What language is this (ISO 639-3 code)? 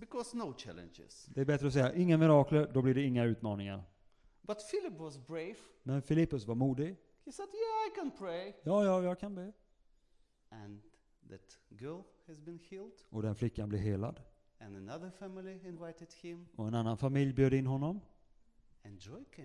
swe